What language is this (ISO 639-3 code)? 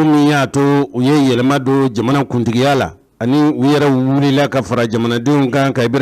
bam